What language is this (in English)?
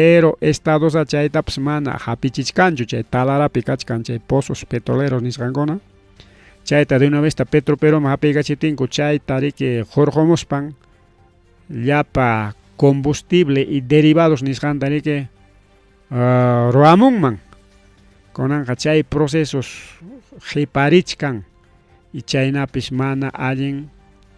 Ayacucho Quechua